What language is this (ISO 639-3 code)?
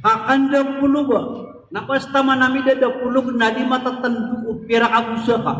mrw